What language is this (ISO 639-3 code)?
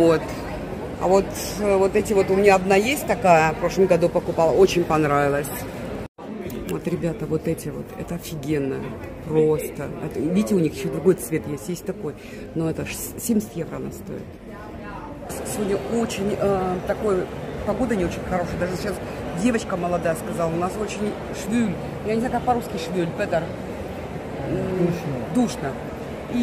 rus